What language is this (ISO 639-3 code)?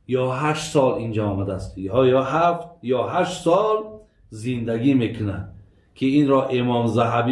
tgk